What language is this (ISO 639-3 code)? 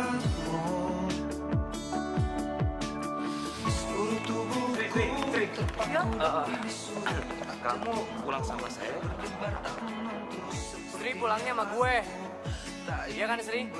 ind